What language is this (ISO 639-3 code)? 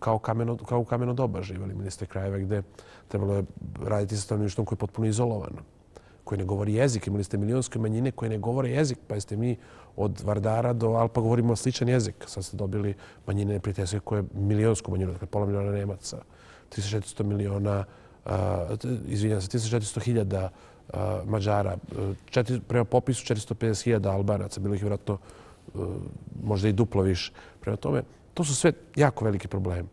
bos